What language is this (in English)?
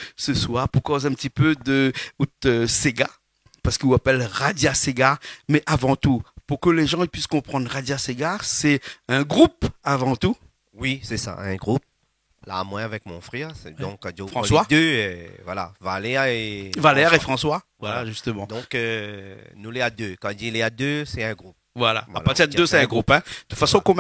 Réunion Creole French